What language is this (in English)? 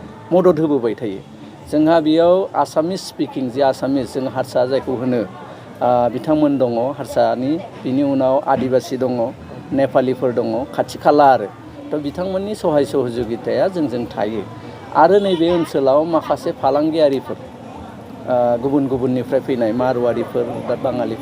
Bodo